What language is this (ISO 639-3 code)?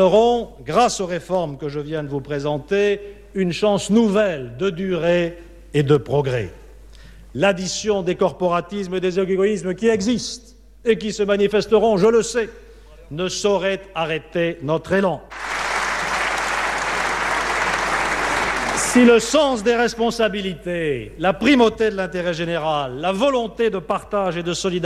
fra